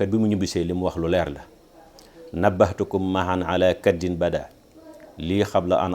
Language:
Wolof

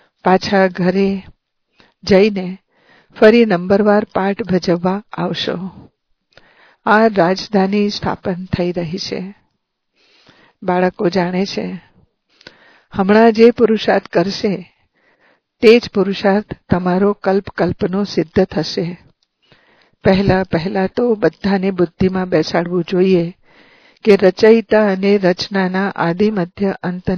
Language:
Gujarati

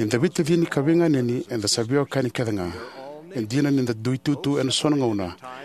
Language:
Fijian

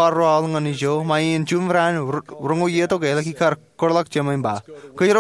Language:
Marshallese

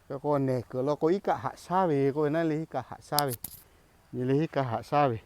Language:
Lahu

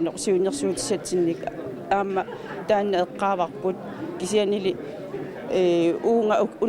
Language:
Kalaallisut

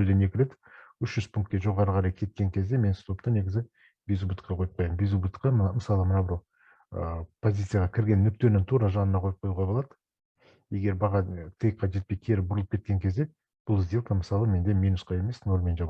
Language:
Kazakh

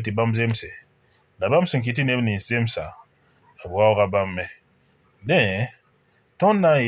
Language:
Mossi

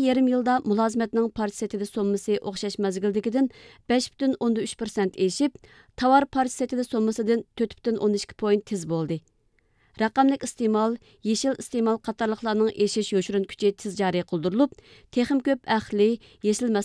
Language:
Uyghur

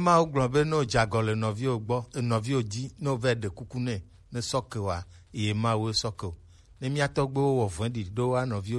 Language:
Gen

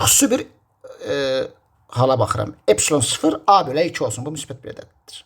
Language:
Azerbaijani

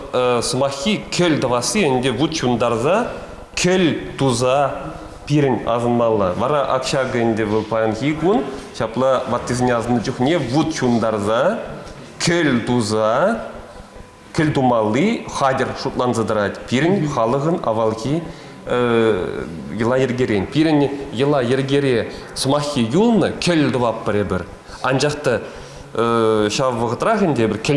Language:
Chuvash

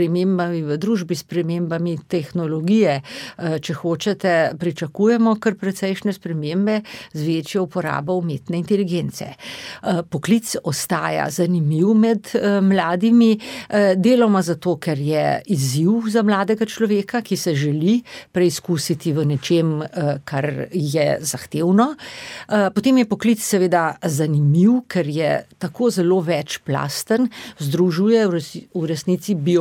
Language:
Slovenian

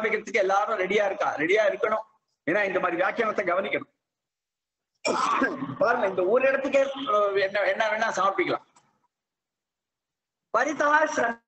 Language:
Tamil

